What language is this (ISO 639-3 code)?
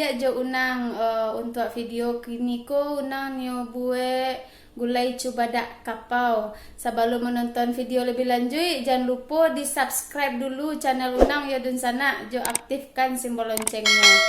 min